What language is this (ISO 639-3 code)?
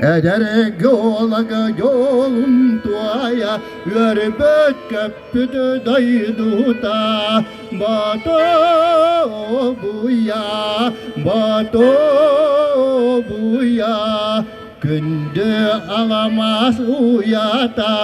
sah